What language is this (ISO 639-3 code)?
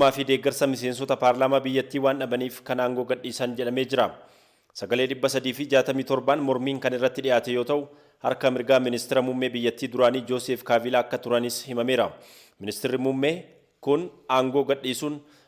orm